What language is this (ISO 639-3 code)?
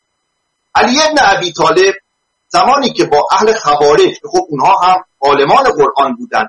fas